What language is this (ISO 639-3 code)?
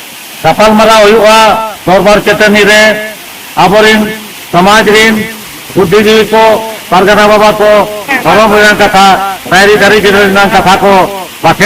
sat